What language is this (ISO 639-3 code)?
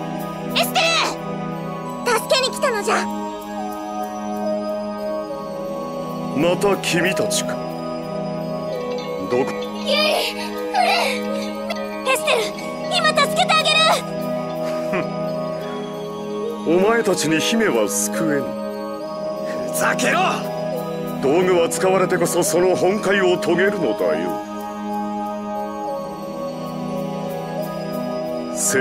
jpn